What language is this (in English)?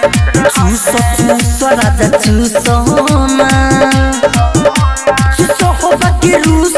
Bhojpuri